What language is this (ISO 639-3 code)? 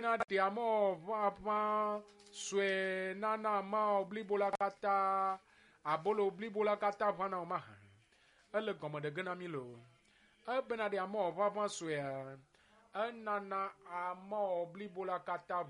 ewe